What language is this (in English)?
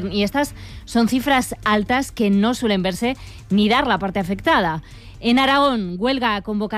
Spanish